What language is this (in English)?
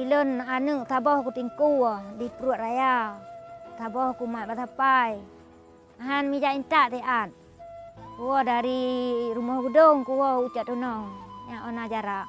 Achinese